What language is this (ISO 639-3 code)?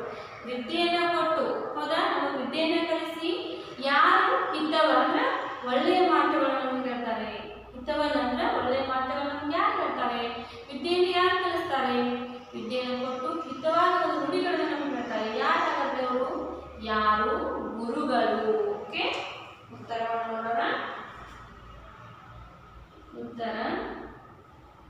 kan